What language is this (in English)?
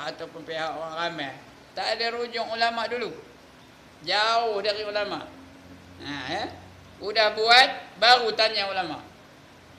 Malay